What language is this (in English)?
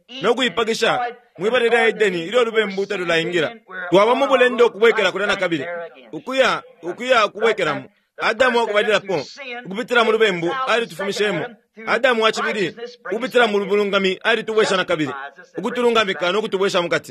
Bemba